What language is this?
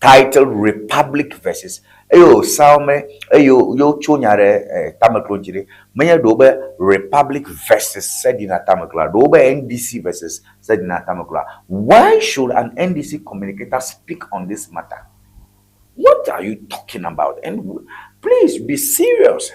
Ewe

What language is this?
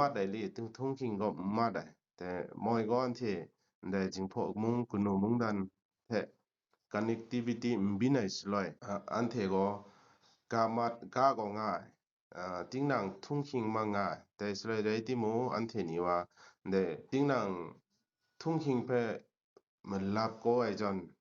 Kachin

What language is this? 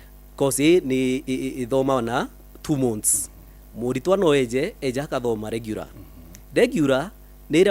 Meru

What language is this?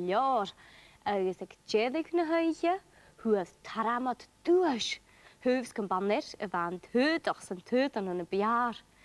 Scottish Gaelic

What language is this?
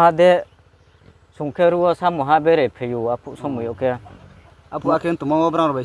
Riang (India)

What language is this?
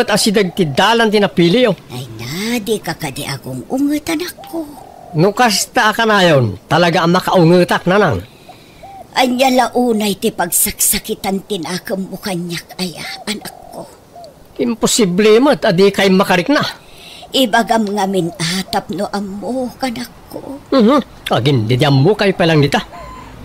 Iloko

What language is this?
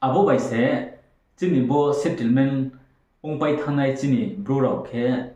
Riang (India)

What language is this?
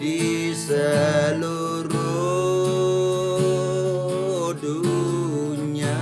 Iban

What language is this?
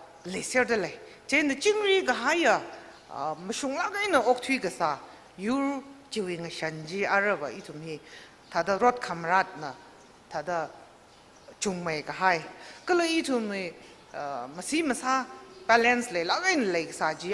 Tangkhul Naga (India)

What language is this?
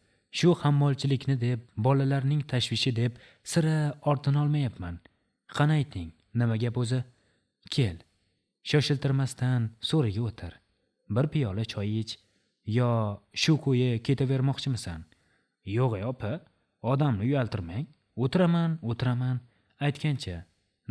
Uzbek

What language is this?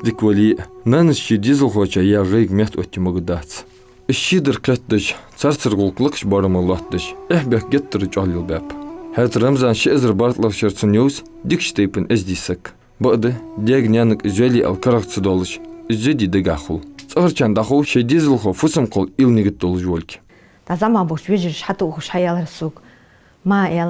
Ingush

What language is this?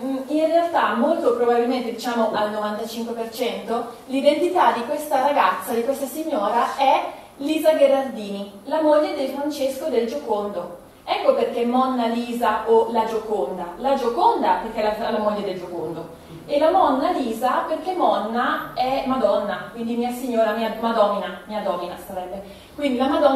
Italian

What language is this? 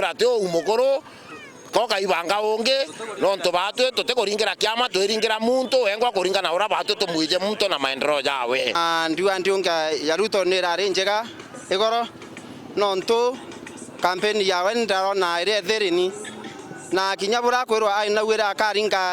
Meru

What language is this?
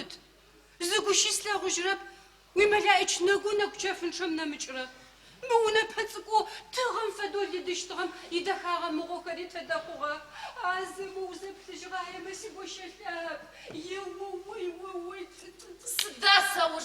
Adyghe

